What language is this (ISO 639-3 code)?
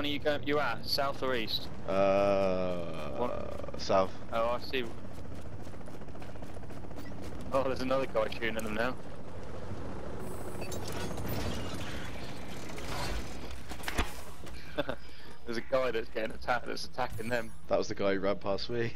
eng